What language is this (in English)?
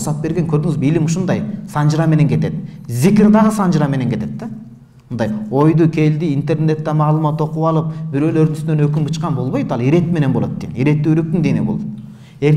Kyrgyz